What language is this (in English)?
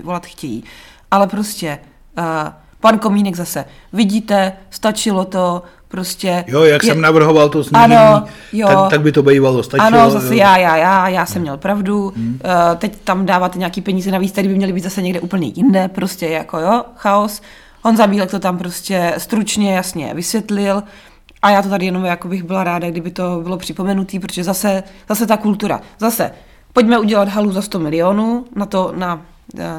Czech